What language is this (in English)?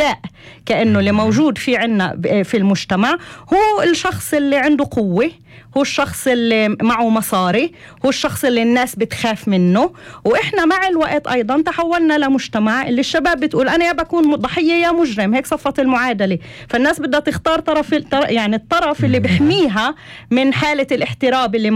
North Levantine Arabic